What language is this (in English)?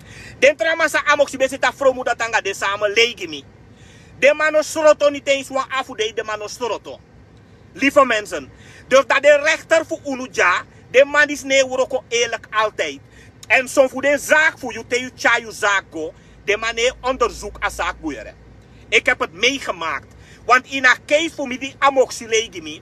Sranan Tongo